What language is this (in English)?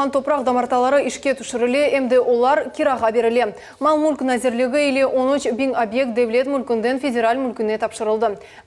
Crimean Tatar